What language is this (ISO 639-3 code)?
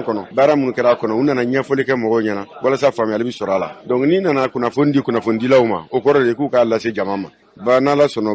bam